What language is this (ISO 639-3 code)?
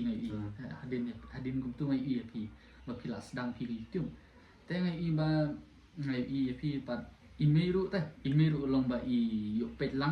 kha